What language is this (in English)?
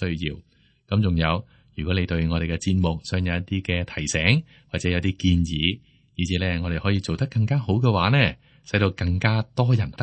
Cantonese